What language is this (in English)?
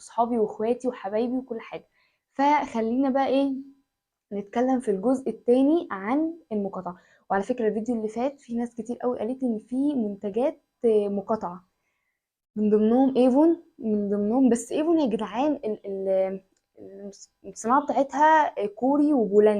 Egyptian Arabic